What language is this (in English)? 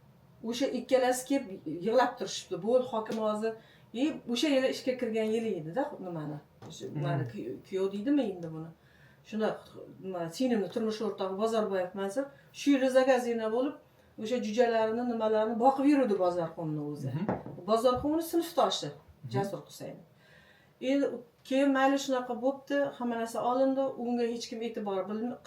Uzbek